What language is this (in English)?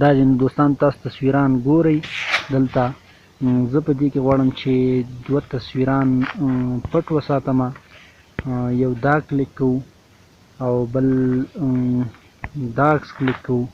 Pashto